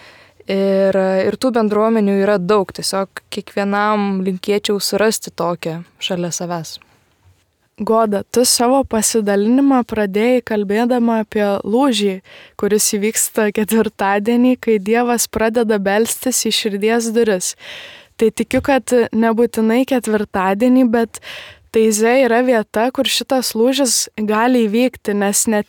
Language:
Lithuanian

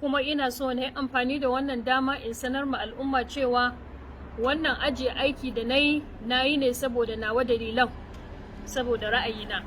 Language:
Hausa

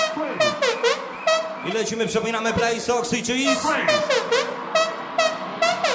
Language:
Polish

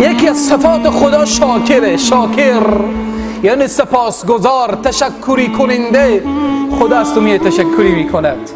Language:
Persian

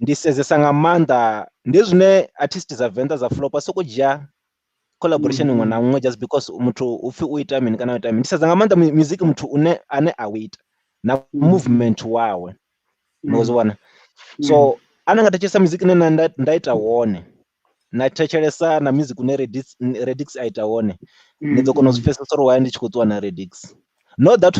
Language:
Venda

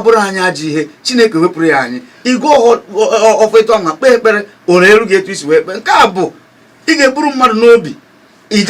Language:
Igbo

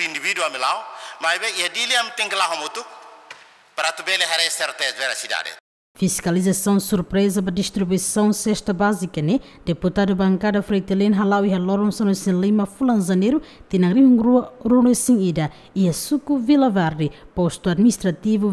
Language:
Tetum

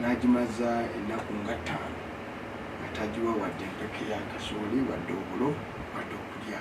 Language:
Ganda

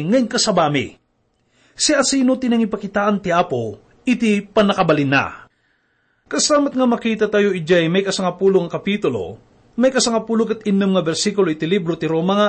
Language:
Iloko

